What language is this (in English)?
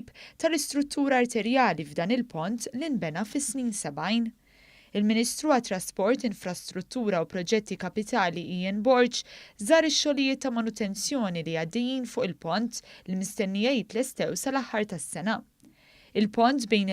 Maltese